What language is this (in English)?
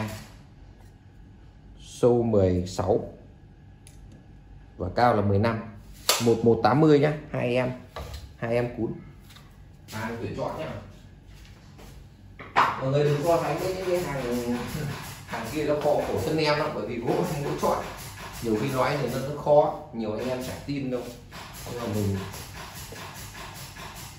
Vietnamese